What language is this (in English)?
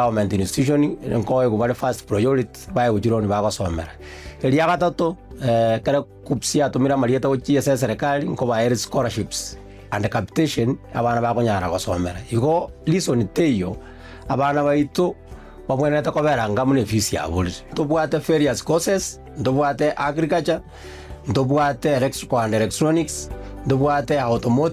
Gusii